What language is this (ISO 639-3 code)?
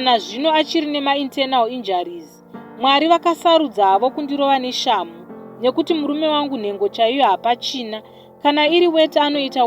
sna